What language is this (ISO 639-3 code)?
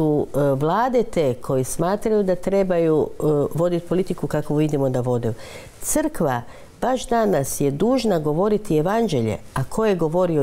hrv